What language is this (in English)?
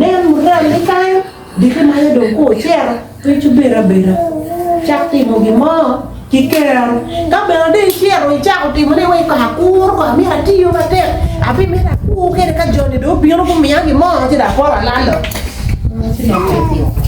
Acoli